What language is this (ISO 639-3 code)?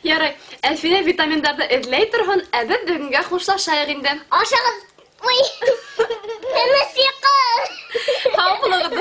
bak